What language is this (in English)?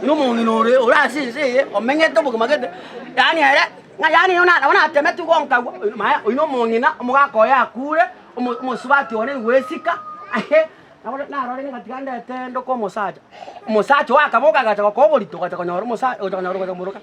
Gusii